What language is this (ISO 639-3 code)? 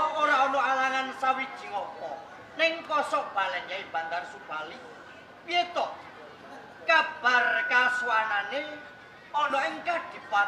jav